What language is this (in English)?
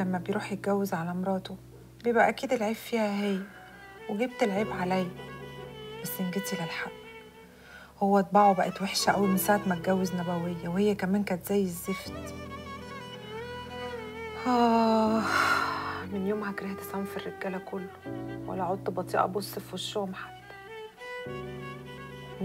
Egyptian Arabic